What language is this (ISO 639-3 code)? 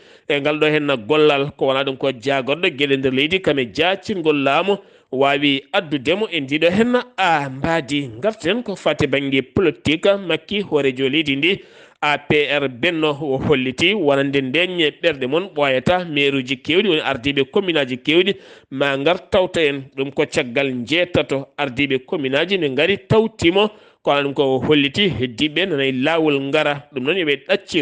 ful